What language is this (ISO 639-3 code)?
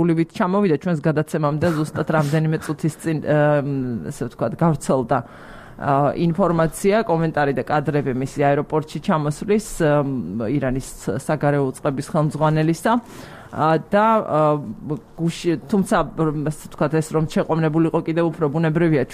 kat